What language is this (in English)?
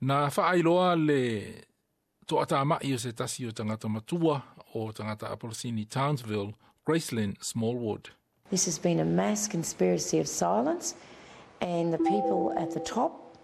Samoan